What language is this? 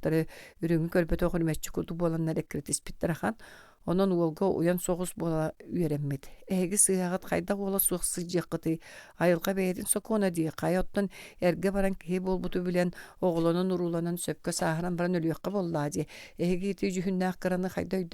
Yakut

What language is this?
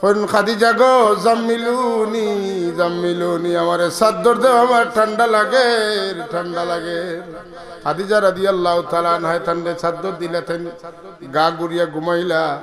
Sylheti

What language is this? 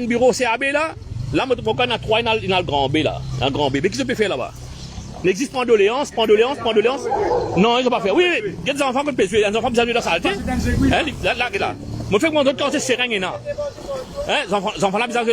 Morisyen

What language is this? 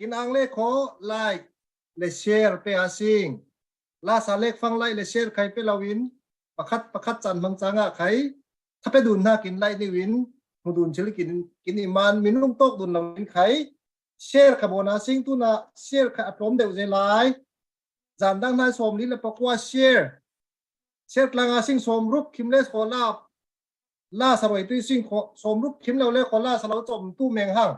Falam Chin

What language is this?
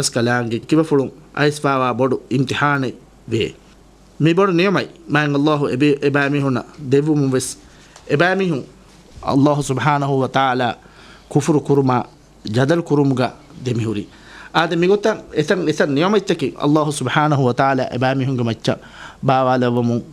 Divehi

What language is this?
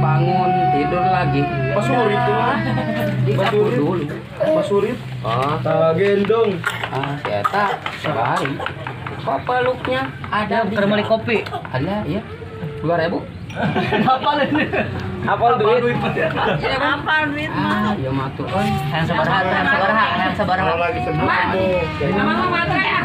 Sundanese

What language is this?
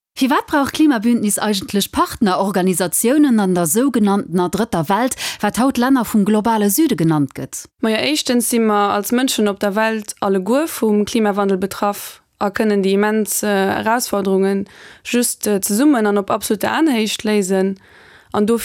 Luxembourgish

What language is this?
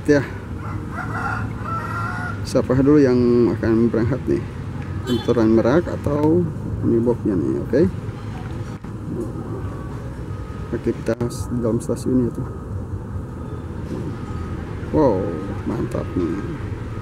Indonesian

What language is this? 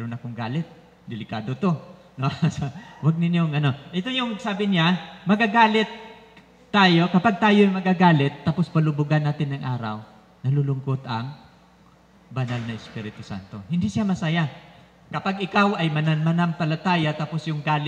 Filipino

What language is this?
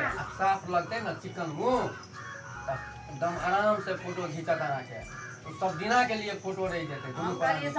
Maithili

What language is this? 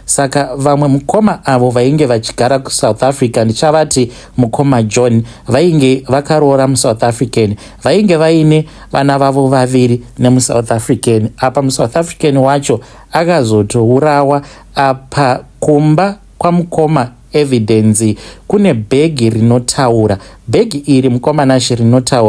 Shona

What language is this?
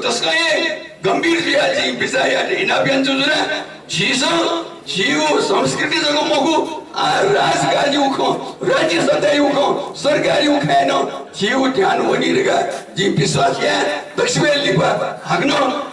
Newari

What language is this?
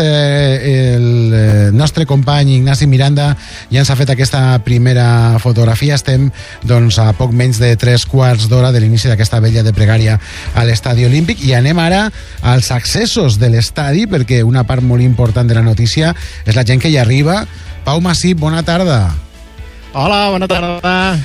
Catalan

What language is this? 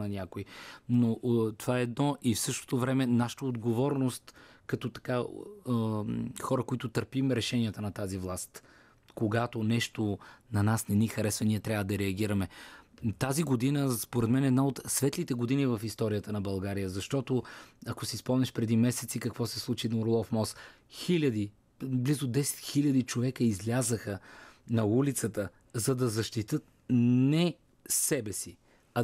Bulgarian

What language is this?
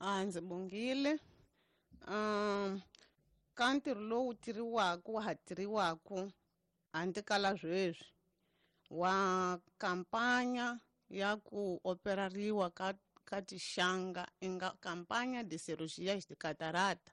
Tsonga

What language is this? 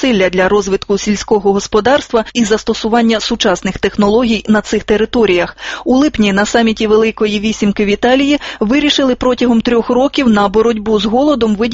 Ukrainian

